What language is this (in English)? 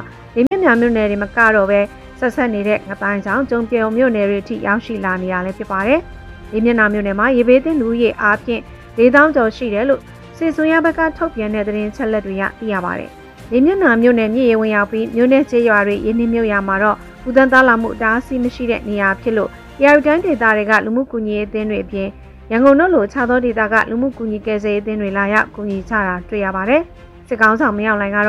Burmese